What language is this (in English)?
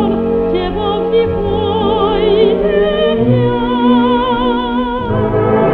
Slovak